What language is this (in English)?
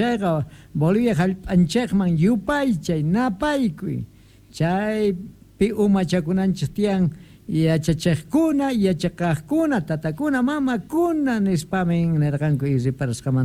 South Bolivian Quechua